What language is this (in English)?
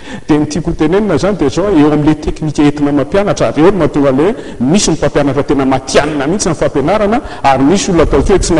Malagasy